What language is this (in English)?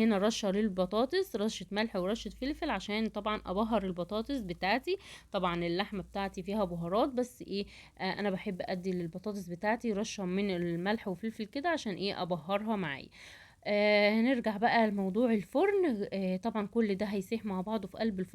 Egyptian Arabic